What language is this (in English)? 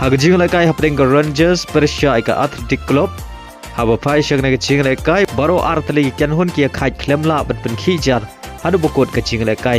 Khasi